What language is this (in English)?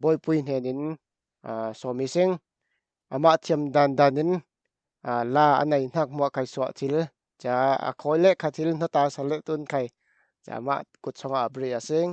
Falam Chin